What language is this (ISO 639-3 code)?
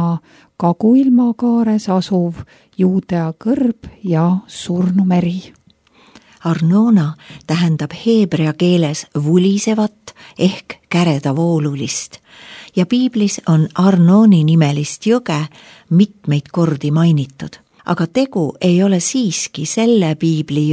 est